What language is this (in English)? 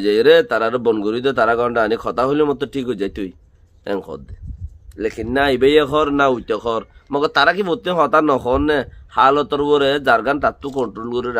Rohingya